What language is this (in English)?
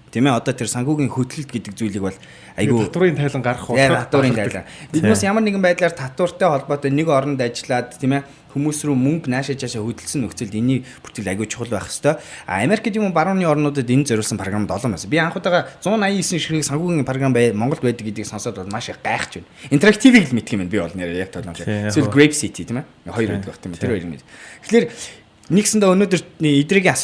Mongolian